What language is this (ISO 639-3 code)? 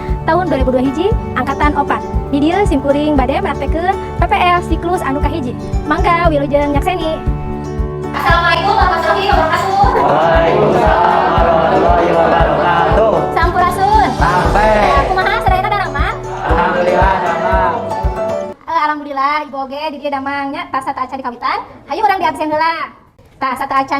sun